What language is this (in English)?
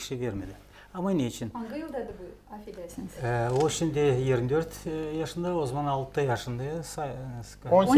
Gagauz